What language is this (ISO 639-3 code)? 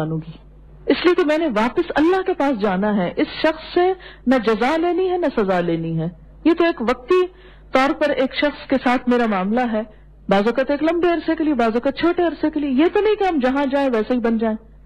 urd